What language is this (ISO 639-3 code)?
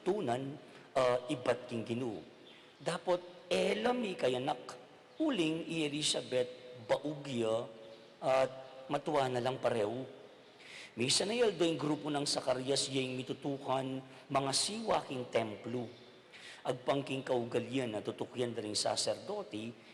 pam